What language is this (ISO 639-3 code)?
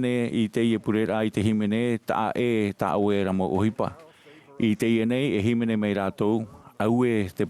tah